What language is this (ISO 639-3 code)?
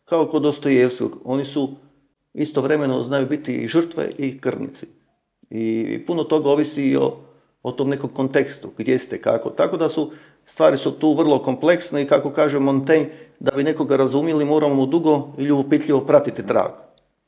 hrv